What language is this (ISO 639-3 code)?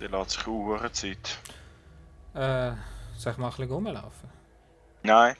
gsw